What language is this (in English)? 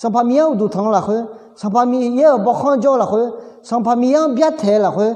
Akha